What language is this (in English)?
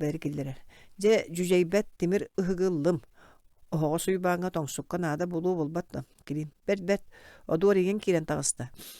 Yakut